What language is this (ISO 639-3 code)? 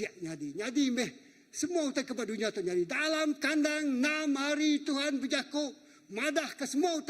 iba